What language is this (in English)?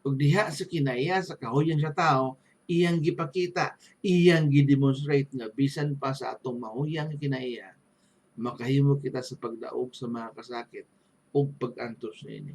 Cebuano